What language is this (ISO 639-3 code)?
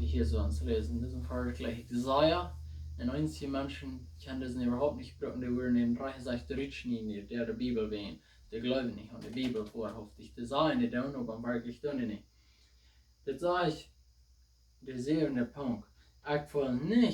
pdt